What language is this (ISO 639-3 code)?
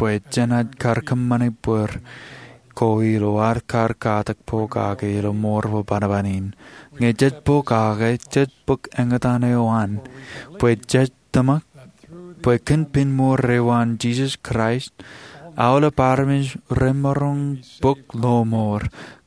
mah